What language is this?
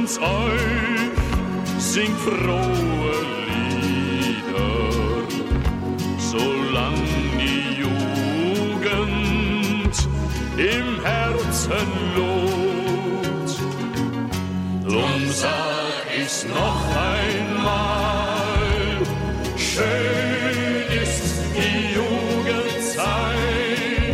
German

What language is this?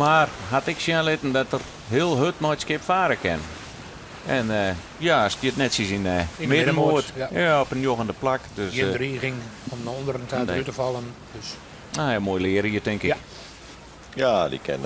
Western Frisian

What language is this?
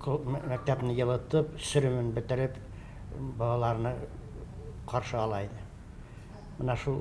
Tatar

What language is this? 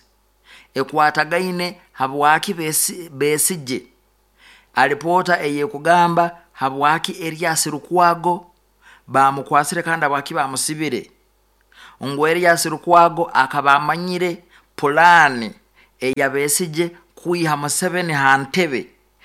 Nyoro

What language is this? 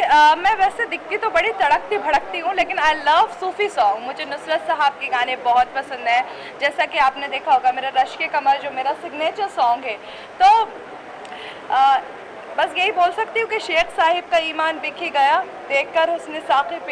Hindi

